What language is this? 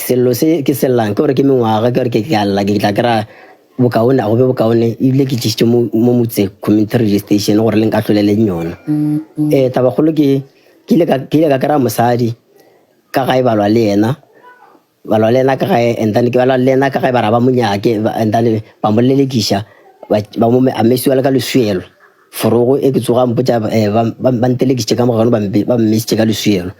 Northern Sotho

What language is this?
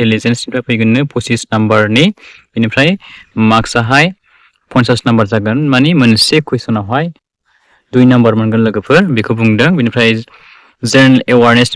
Bodo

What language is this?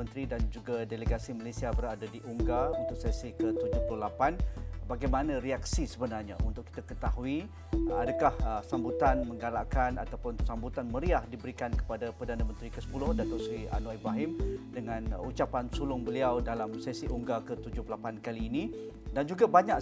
Malay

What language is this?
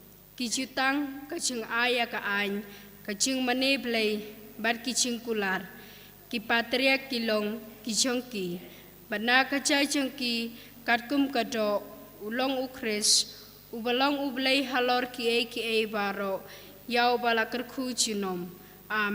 Khasi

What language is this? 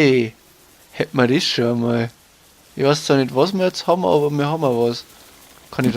Bavarian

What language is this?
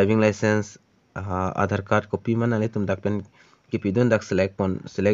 Karbi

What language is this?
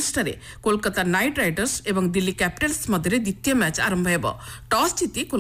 Odia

